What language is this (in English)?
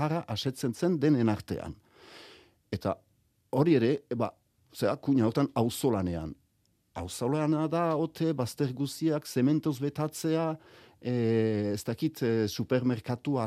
Basque